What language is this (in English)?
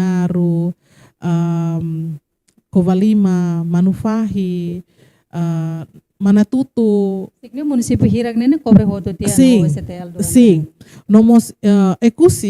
Tetum